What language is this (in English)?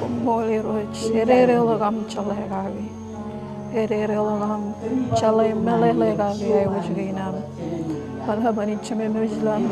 Marshallese